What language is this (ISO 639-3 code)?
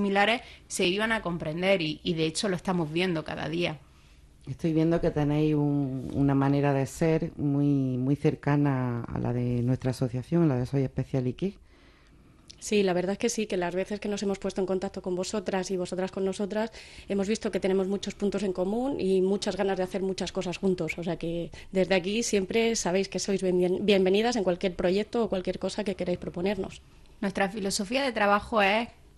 spa